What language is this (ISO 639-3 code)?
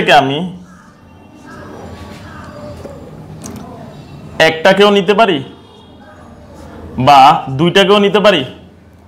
ben